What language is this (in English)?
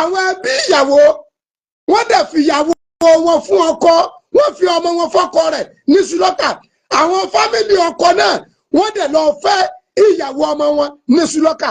Yoruba